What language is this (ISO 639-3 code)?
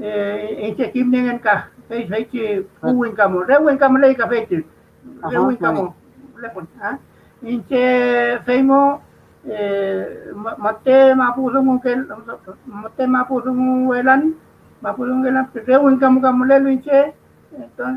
arn